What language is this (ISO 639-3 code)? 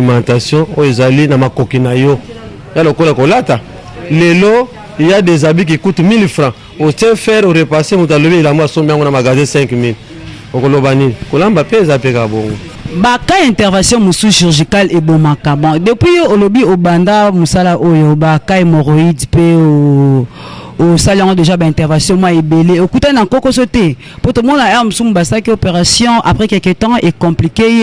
lin